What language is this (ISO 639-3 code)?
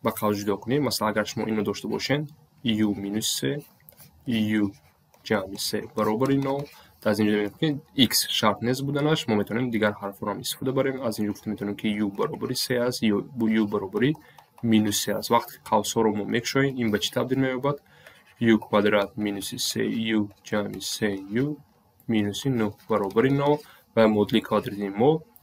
tgk